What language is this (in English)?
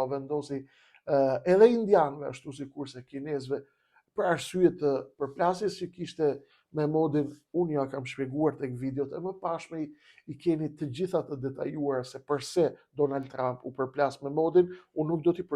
Albanian